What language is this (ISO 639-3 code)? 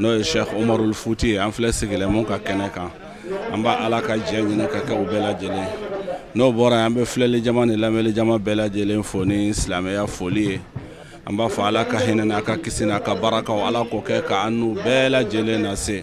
bam